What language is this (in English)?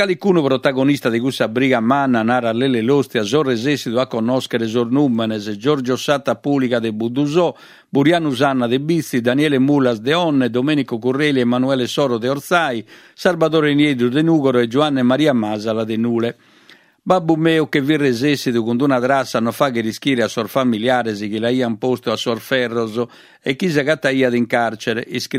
Sardinian